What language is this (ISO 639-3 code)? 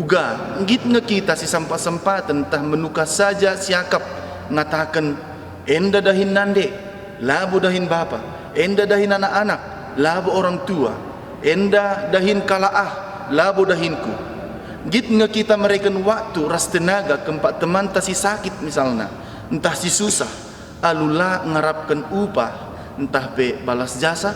btx